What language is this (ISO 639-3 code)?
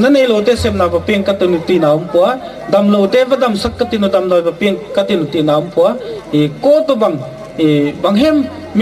gnb